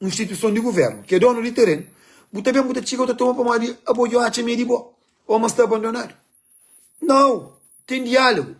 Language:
Kabuverdianu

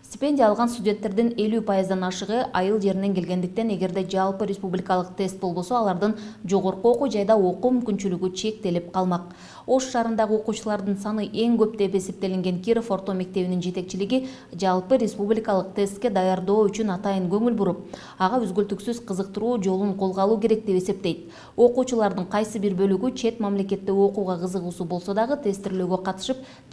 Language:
Kyrgyz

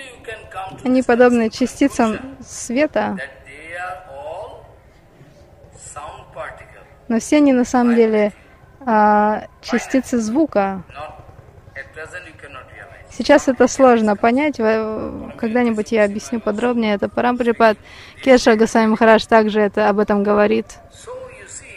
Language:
Russian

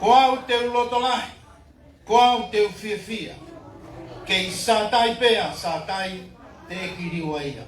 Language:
Tongan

